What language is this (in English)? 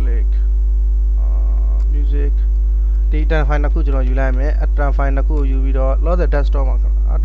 Burmese